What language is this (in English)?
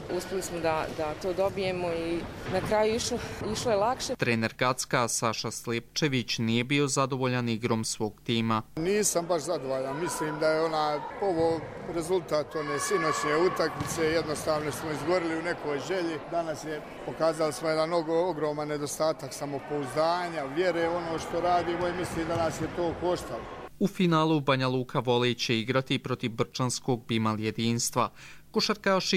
Croatian